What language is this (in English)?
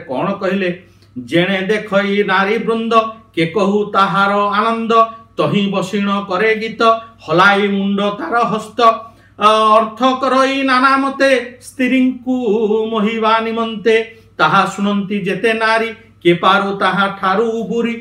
Odia